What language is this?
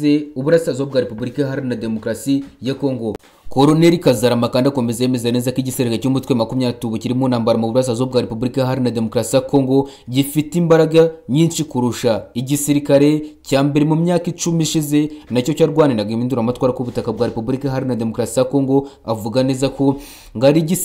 Kinyarwanda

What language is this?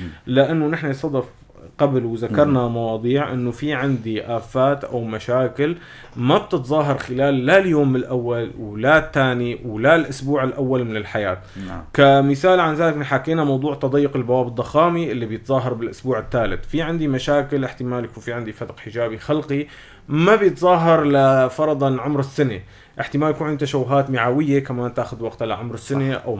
North Levantine Arabic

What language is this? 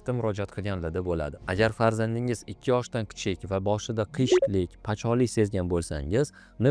Uzbek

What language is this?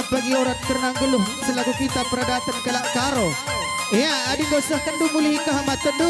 Batak Karo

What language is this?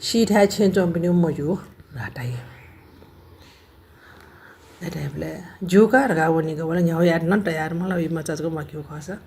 Newari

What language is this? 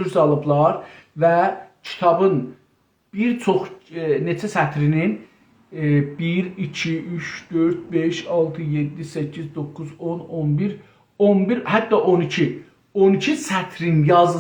South Azerbaijani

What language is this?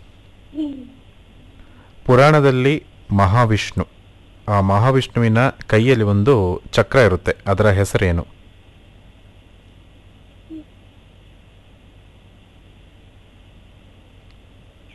Kannada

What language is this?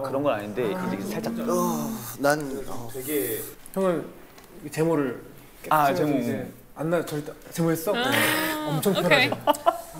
Korean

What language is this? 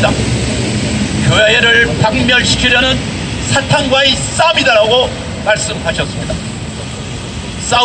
Korean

